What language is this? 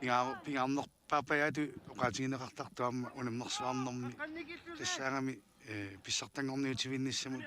Kalaallisut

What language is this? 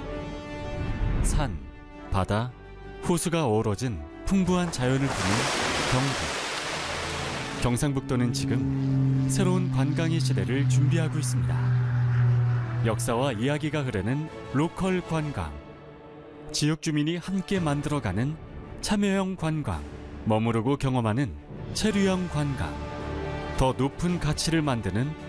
Korean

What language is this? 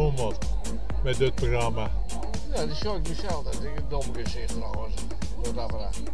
Western Frisian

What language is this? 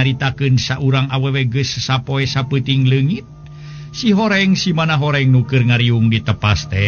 Sundanese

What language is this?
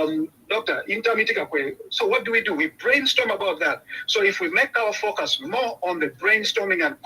Acoli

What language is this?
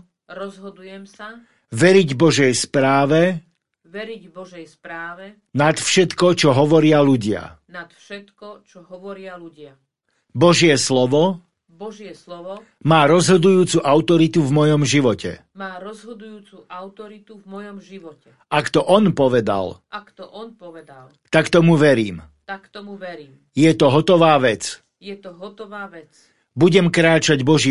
Slovak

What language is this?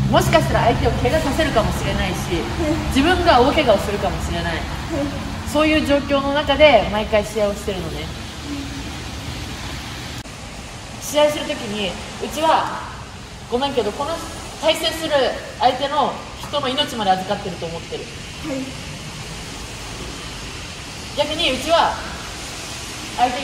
Japanese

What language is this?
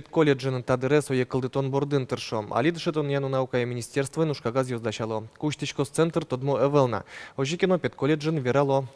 Udmurt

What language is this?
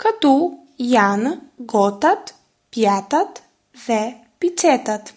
Albanian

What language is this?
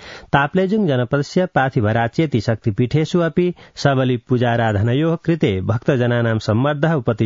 Sanskrit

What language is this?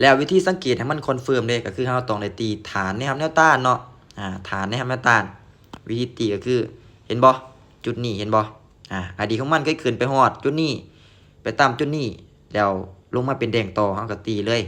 Lao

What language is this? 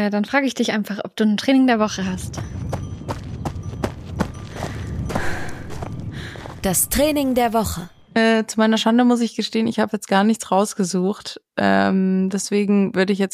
German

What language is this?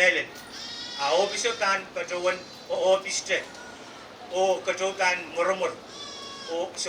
Pohnpeian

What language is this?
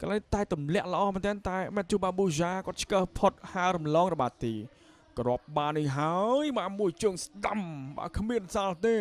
Khmer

